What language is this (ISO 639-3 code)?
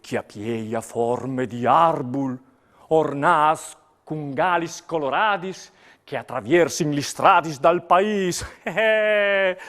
fur